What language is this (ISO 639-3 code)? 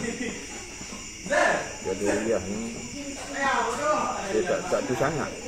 msa